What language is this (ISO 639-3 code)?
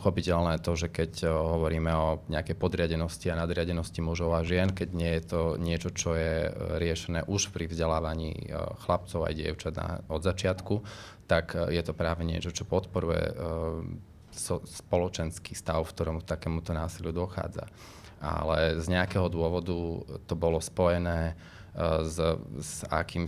slk